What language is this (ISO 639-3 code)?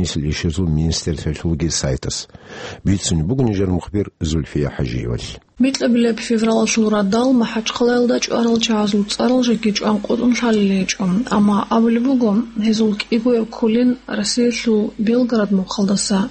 ava